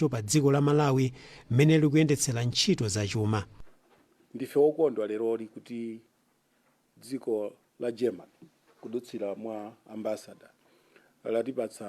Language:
Nyanja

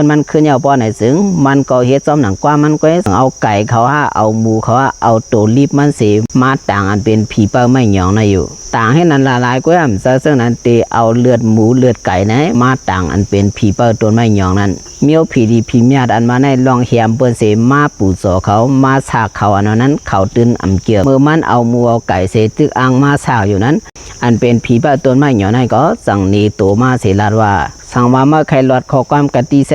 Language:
Shan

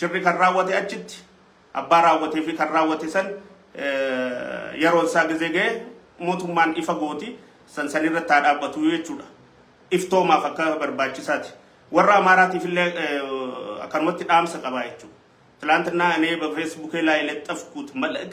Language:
Oromo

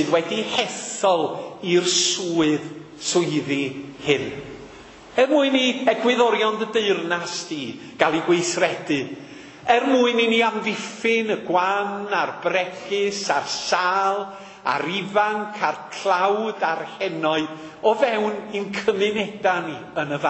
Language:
Welsh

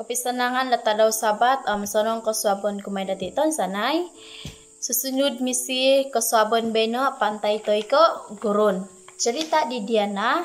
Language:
Central Dusun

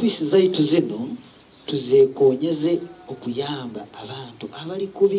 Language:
Nyankole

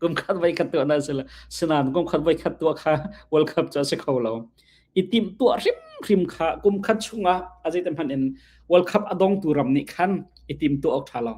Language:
Hakha Chin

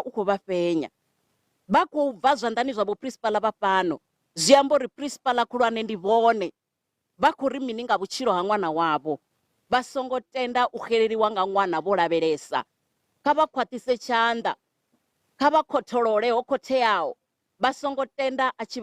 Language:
Venda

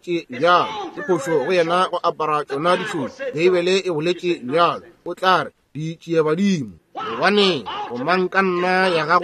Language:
Northern Sotho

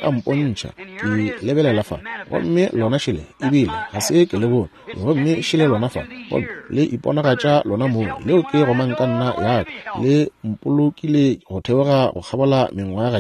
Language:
Northern Sotho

